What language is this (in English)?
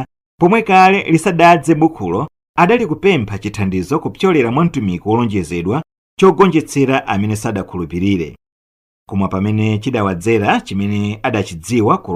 Nyanja